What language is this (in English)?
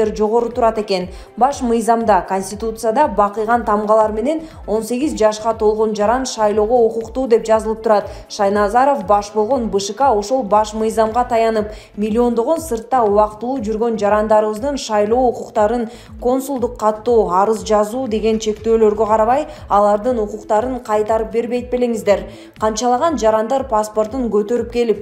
Kyrgyz